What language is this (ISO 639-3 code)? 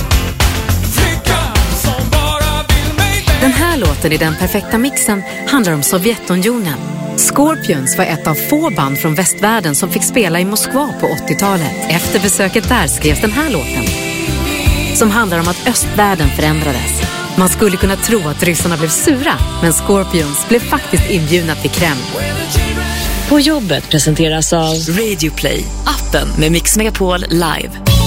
swe